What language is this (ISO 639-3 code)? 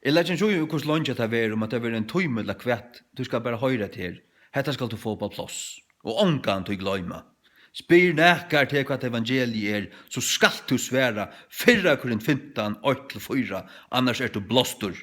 fao